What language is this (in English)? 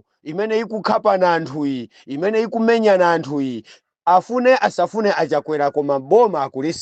Nyanja